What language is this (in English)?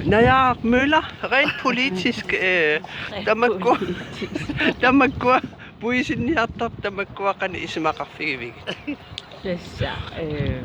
Kalaallisut